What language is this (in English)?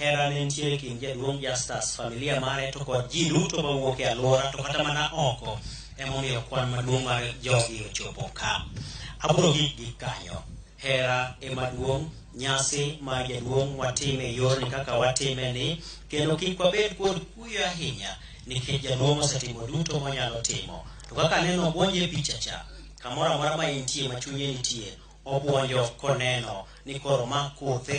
Luo (Kenya and Tanzania)